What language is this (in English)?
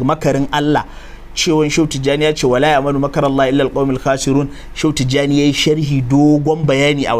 Hausa